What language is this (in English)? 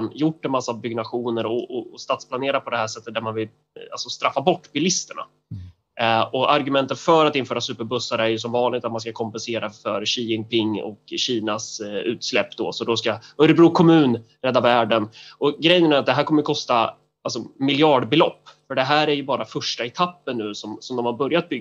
Swedish